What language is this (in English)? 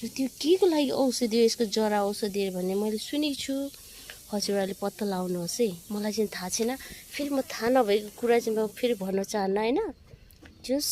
Nepali